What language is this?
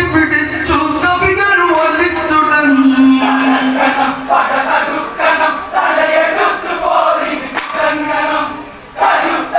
Malayalam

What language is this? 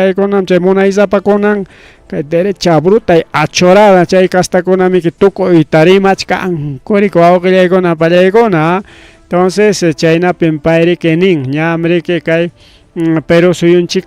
Ayacucho Quechua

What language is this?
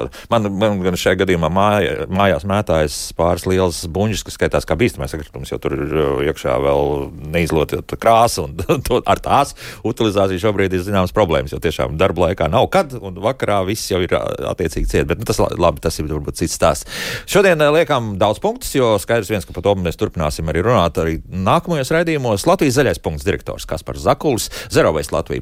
Latvian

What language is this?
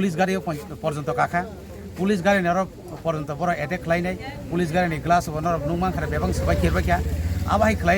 Kok Borok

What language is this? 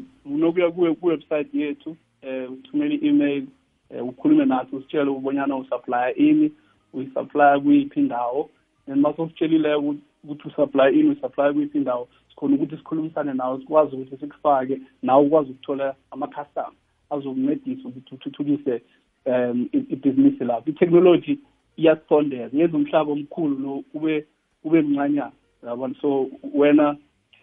South Ndebele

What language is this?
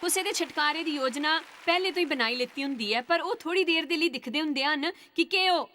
Dogri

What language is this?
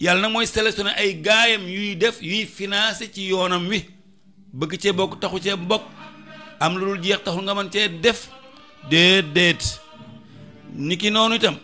Wolof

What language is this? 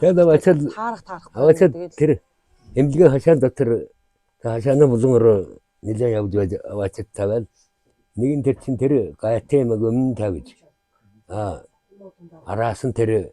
Mongolian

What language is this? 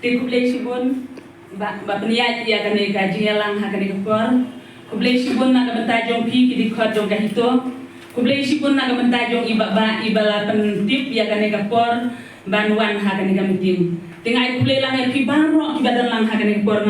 Khasi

